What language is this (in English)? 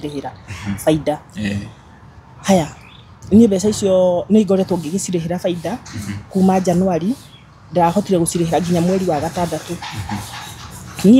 Kikuyu